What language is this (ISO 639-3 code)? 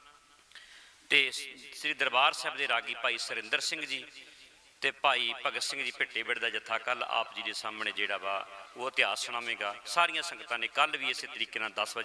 pan